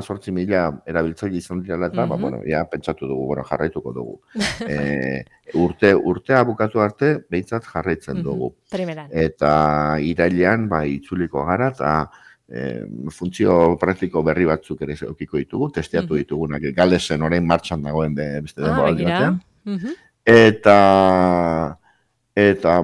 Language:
Basque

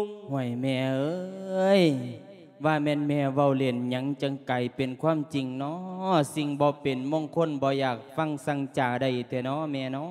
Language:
Lao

